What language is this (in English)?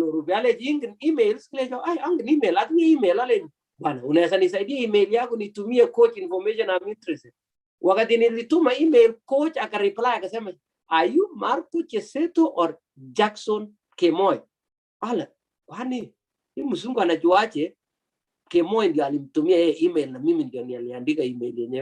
Kalenjin